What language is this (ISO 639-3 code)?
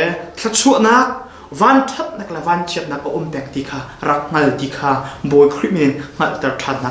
cnh